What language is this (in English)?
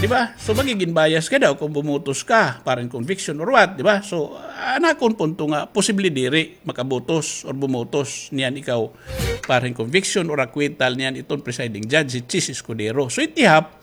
Waray